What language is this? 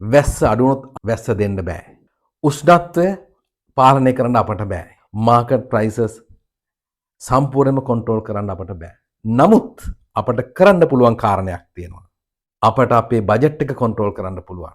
Sinhala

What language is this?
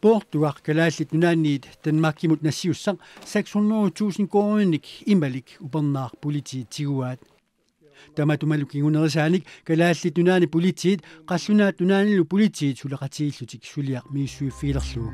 Kalaallisut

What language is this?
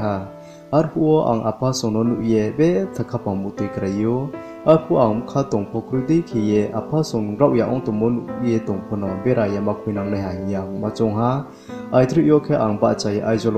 Riang (India)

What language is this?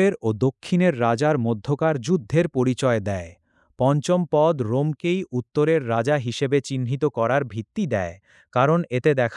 Bangla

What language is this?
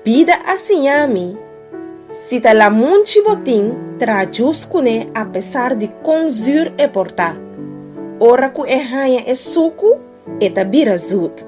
Papiamento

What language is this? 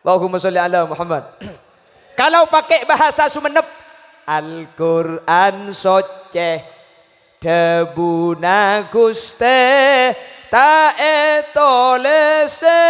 Madurese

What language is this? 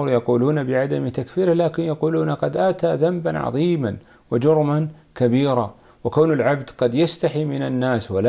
Arabic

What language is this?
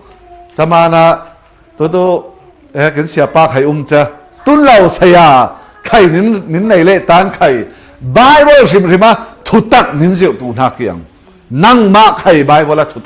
Falam Chin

